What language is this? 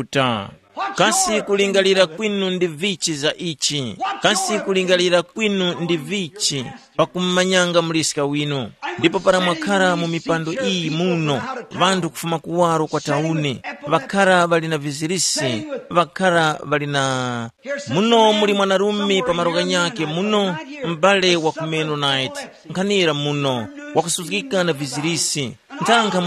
Tumbuka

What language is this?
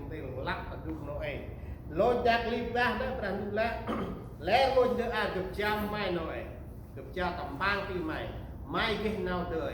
Central Mnong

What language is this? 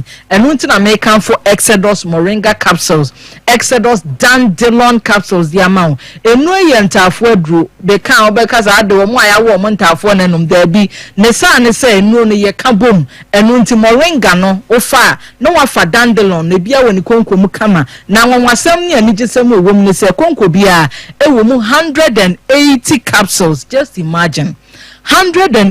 Akan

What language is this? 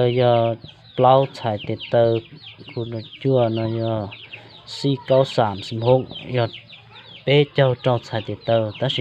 Hmong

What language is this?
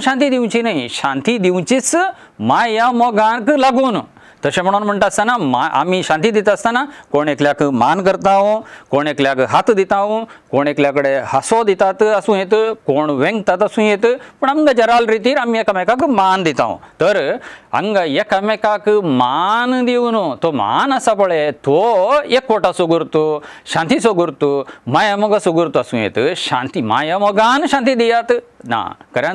Konkani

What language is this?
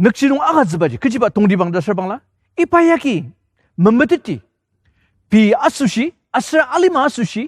Ao Naga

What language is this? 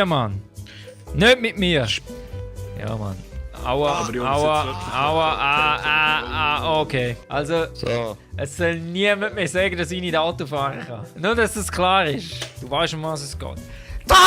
Swiss German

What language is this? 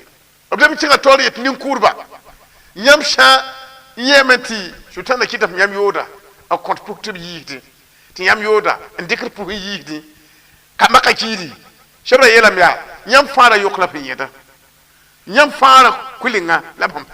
Mossi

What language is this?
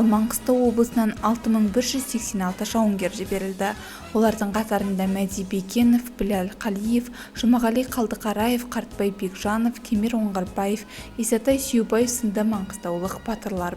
Kazakh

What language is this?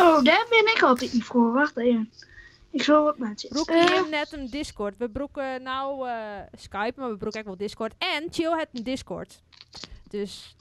Western Frisian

